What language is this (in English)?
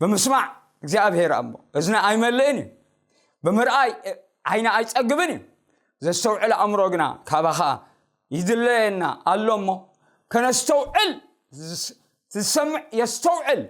Tigrinya